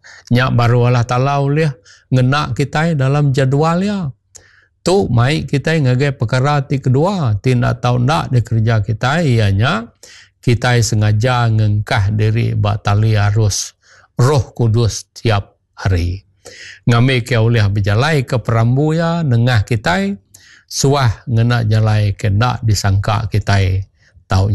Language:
Iban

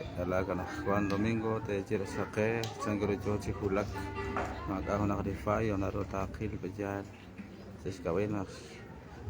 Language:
Kekchí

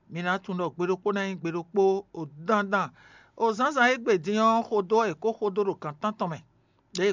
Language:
Fon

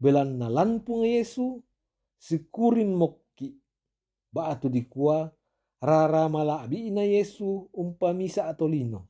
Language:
Toraja-Sa'dan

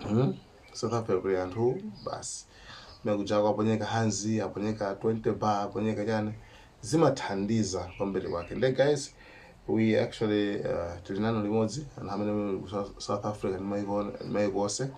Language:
Nyanja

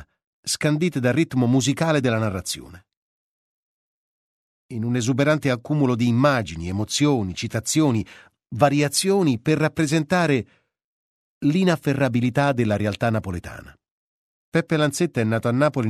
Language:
Italian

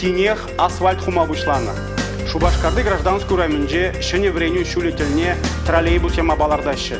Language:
Chuvash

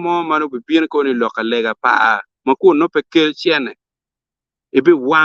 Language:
Acoli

